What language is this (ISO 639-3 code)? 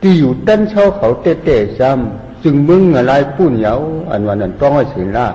shn